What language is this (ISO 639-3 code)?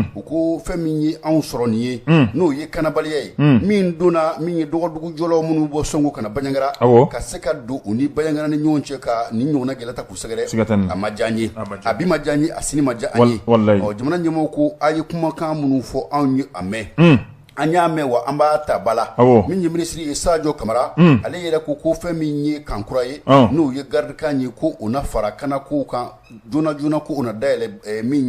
bam